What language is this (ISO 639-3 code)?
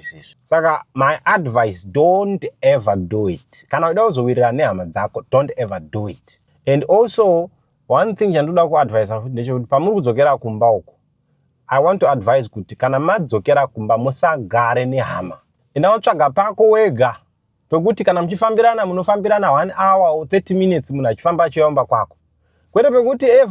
sna